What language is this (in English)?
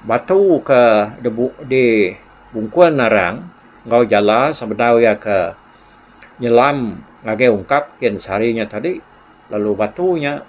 Iban